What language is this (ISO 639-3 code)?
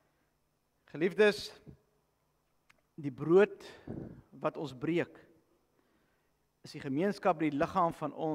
afr